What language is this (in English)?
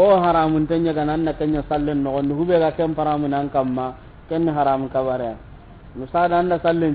Soninke